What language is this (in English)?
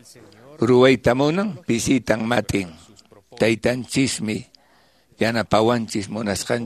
Quechua